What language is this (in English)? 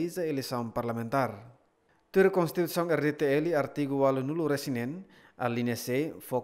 Tetum